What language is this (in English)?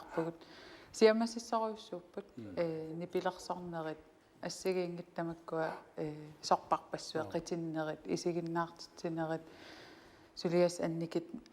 Kalaallisut